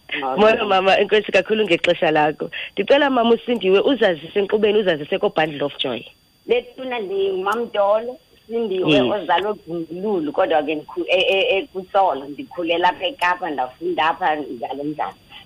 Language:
Xhosa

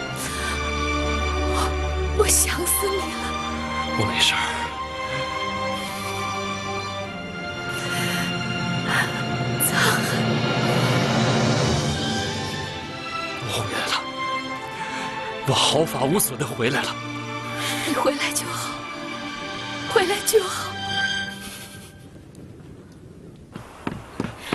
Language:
Chinese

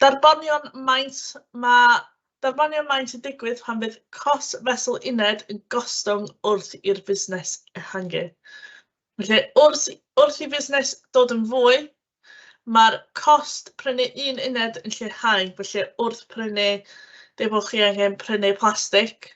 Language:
Welsh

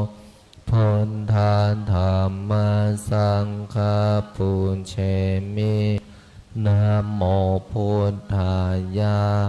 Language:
Pali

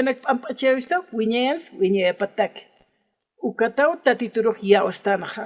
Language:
Aymara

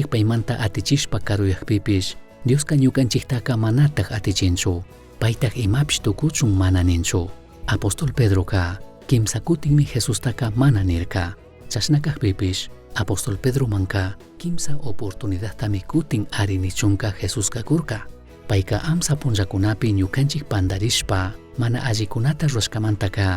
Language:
Chimborazo Highland Quichua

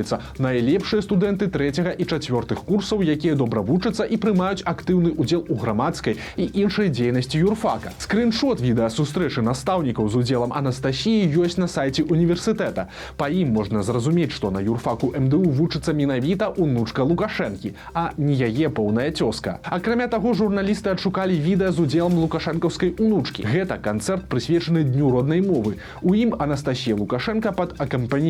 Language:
Belarusian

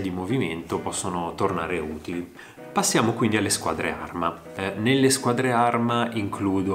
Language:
Italian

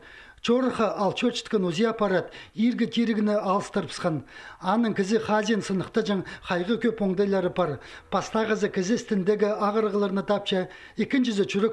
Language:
Khakas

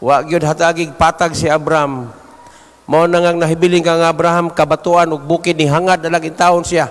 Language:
Cebuano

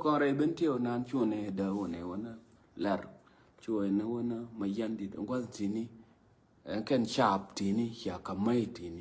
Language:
Nuer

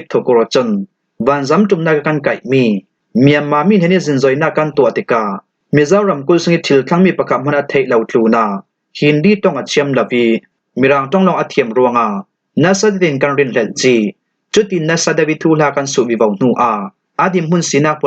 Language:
Falam Chin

